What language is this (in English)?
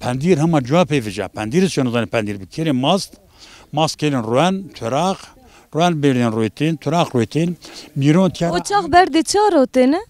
Zaza